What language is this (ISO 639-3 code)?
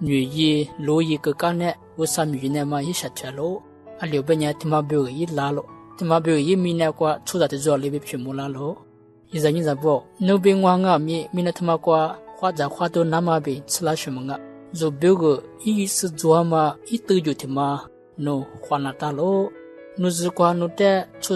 lis